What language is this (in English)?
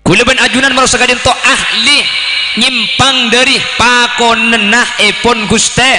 Madurese